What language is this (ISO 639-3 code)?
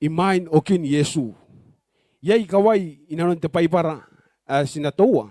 gil